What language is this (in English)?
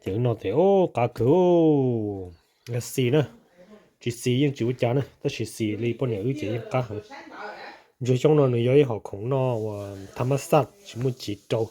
Hmong